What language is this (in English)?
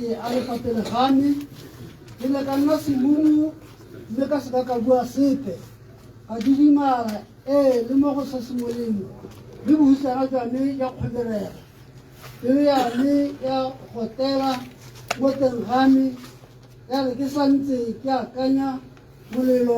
Tswana